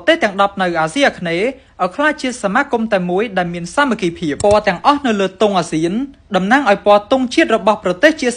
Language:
Khmer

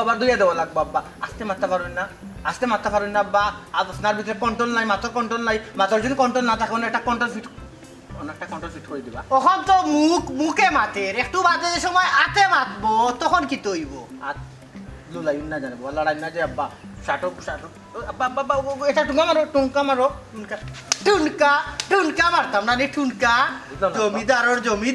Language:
Sylheti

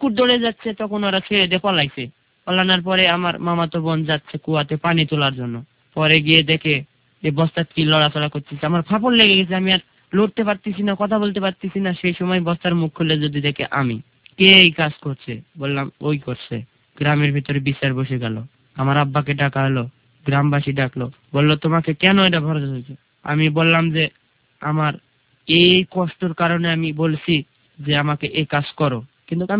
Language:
Bangla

